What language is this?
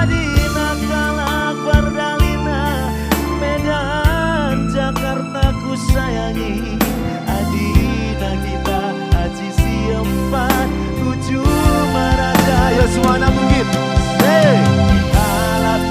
Batak Karo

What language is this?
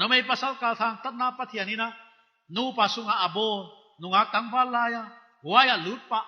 Paite Chin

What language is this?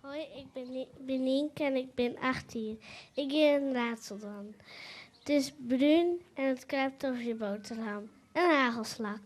Western Frisian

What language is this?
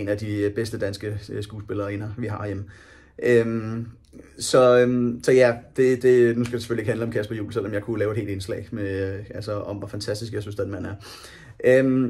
Danish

